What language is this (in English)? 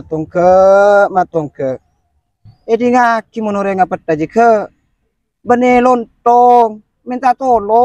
Madurese